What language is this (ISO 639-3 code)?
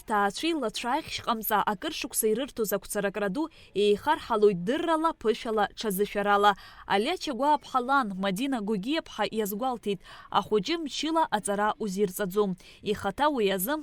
abk